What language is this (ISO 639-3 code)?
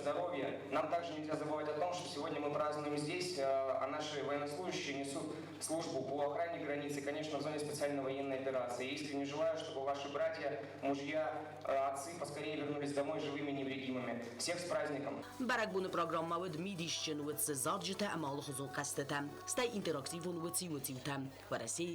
oss